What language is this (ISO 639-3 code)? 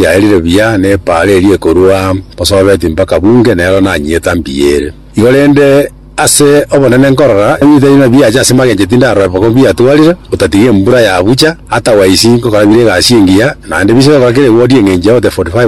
guz